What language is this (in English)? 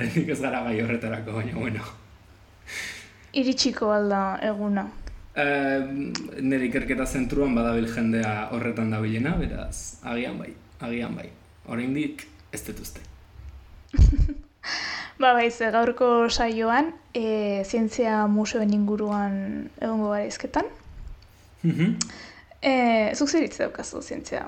Basque